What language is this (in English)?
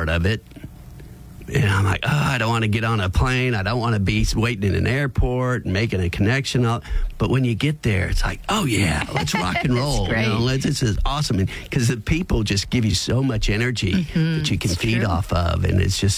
English